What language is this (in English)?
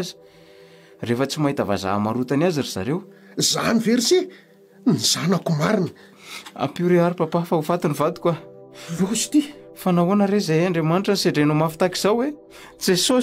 Malagasy